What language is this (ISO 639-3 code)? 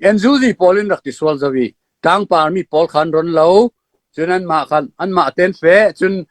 cfm